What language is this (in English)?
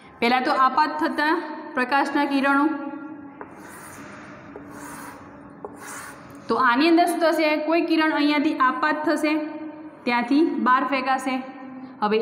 Gujarati